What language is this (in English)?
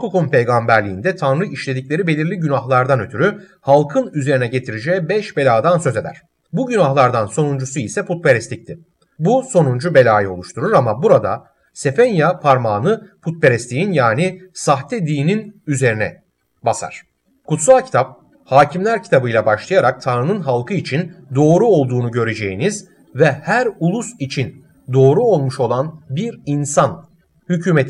Turkish